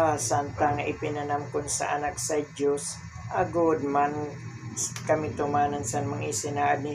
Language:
Waray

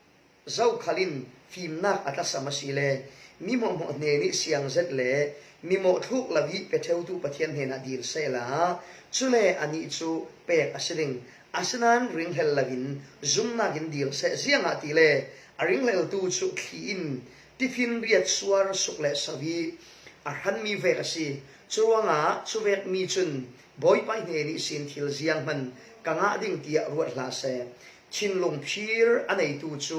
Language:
Falam Chin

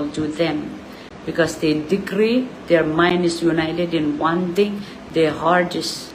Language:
Pohnpeian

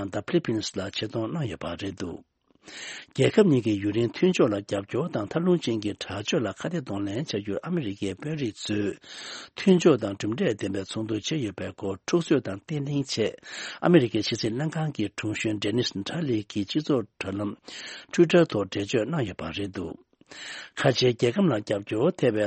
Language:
Tibetan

